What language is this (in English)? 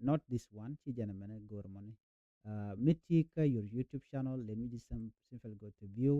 Nuer